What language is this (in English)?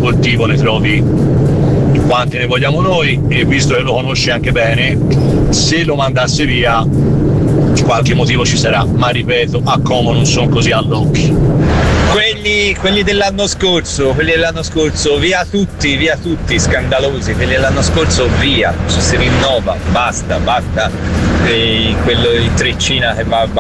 Italian